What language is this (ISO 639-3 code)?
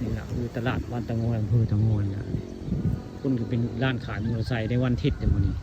tts